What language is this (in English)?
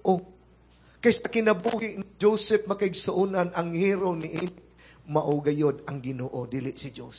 Cebuano